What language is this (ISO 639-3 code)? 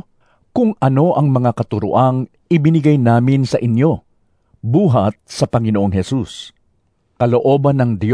fil